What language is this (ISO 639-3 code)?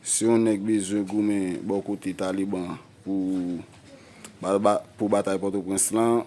hat